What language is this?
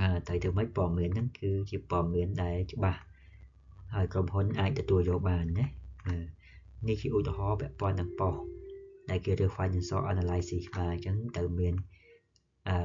Khmer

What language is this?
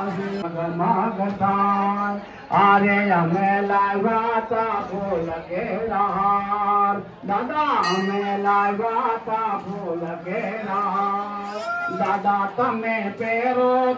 Gujarati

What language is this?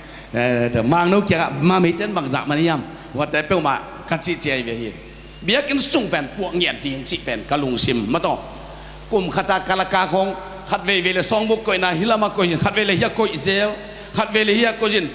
Tedim Chin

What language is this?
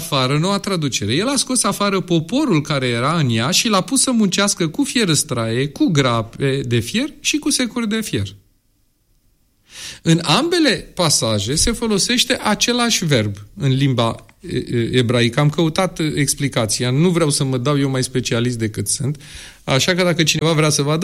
Romanian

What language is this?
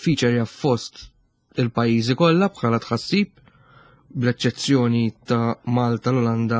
Maltese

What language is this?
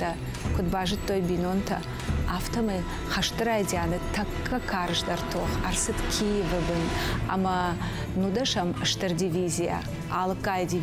Ossetic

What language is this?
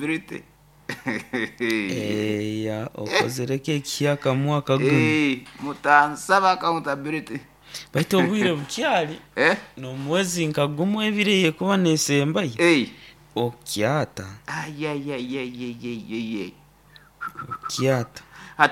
Nyoro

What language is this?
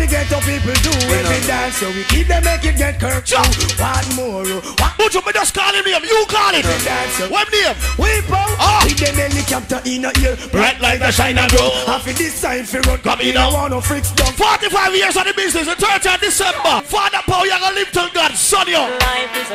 Jamaican Creole English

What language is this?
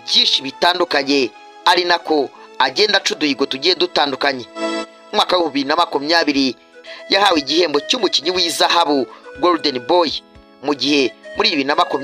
Kinyarwanda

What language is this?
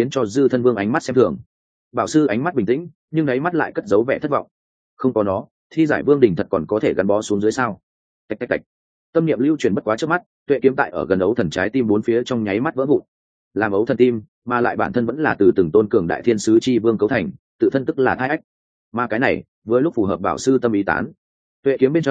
Vietnamese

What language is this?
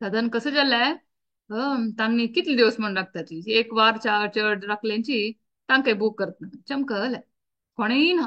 Konkani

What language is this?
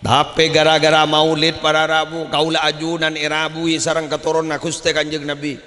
Madurese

